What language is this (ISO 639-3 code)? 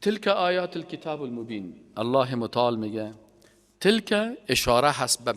fas